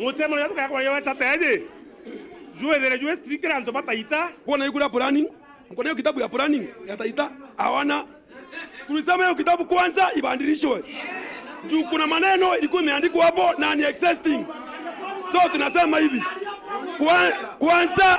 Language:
Meru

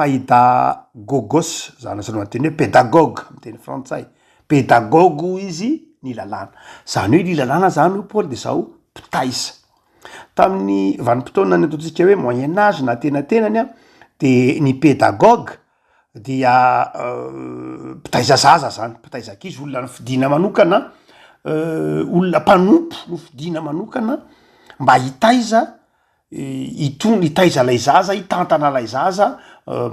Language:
Malagasy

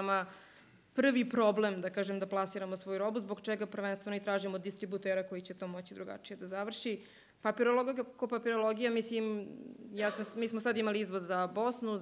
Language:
Serbian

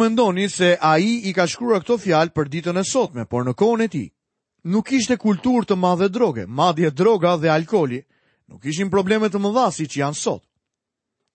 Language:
Albanian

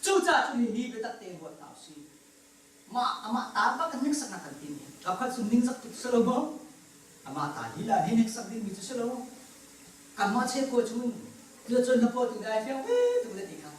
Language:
Hakha Chin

